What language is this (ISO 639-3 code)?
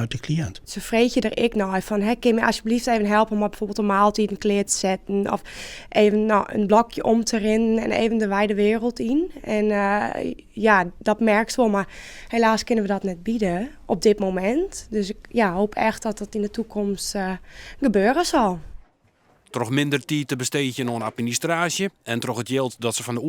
fry